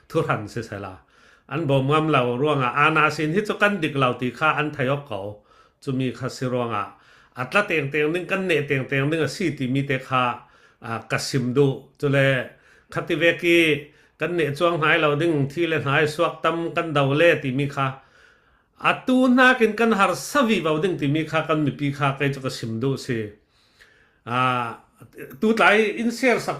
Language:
Falam Chin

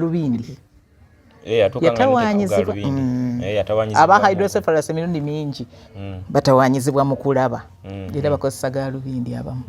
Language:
Ganda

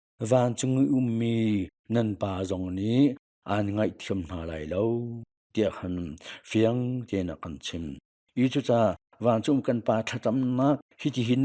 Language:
Hakha Chin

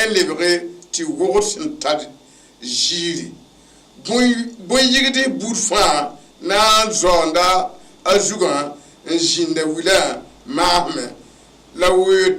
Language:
Mossi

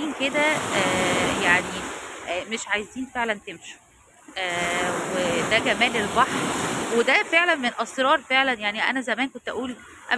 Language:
Egyptian Arabic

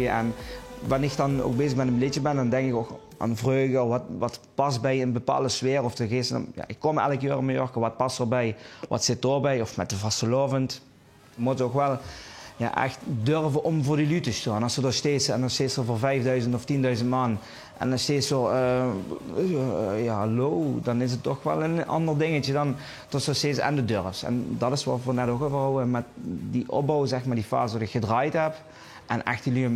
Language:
Limburgish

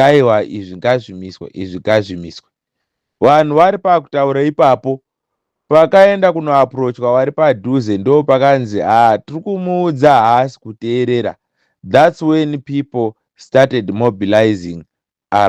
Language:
Shona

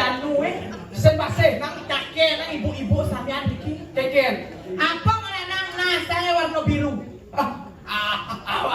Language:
Balinese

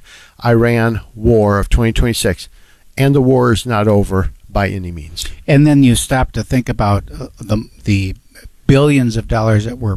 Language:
English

